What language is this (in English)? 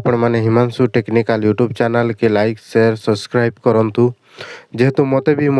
Odia